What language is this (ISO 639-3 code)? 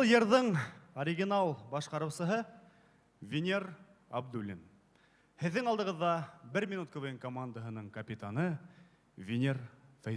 bak